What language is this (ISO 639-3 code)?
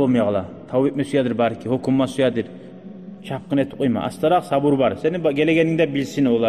kum